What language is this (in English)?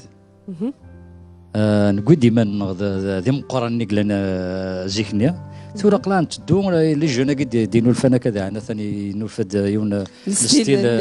Kabyle